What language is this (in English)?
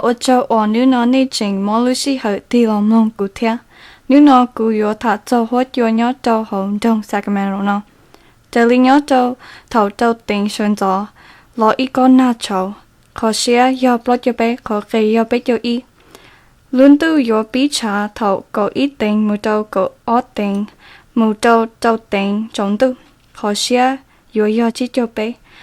Hmong